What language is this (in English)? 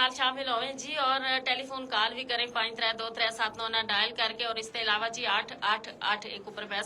Gujari